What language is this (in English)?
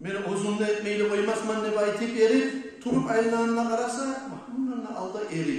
Kumyk